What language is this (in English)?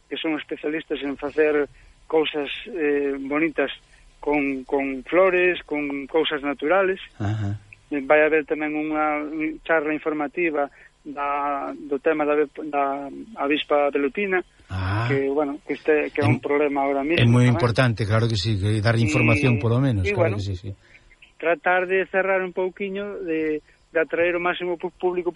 Galician